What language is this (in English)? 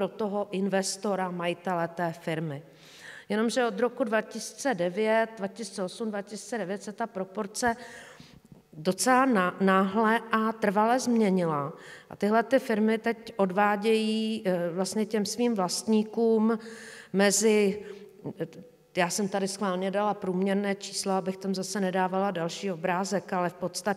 Czech